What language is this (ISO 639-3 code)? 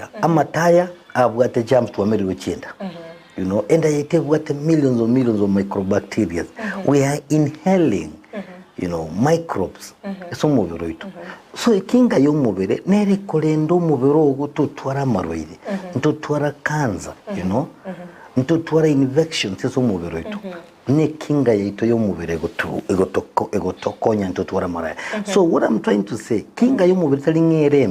guz